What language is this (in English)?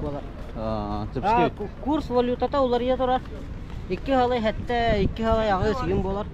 Yakut